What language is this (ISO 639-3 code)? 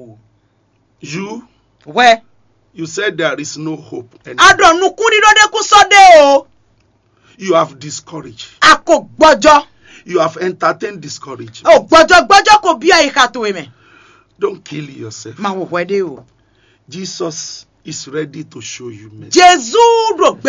fon